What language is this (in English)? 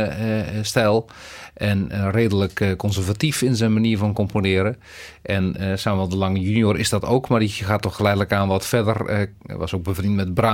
Dutch